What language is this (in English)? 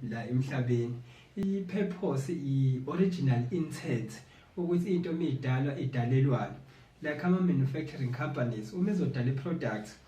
Zulu